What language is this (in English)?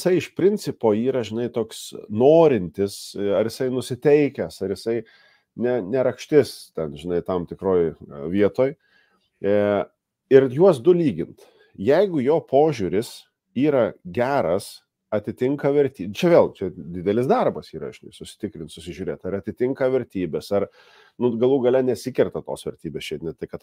Lithuanian